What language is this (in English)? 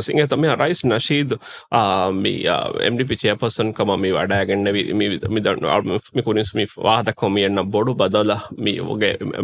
Divehi